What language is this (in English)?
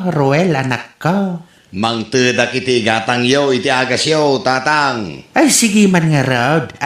Iloko